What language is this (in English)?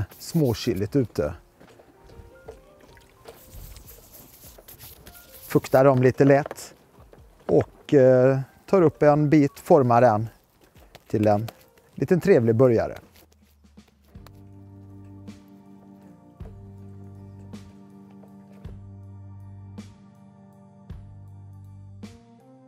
Swedish